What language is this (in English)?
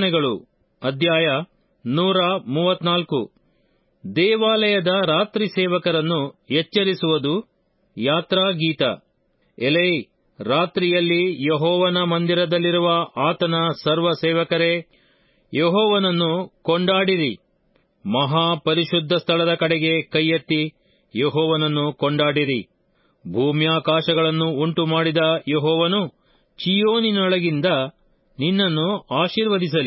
Kannada